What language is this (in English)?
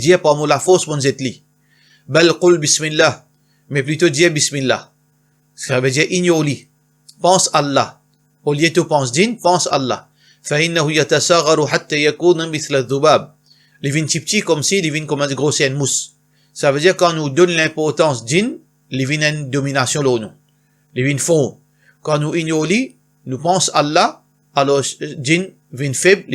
Morisyen